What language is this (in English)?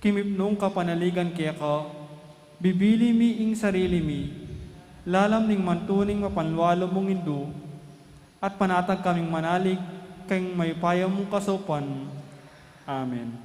Pampanga